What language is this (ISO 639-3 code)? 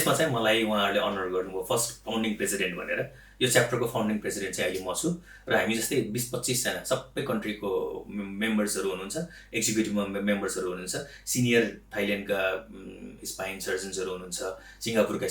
nep